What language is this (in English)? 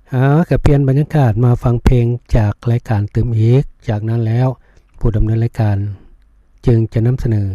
Lao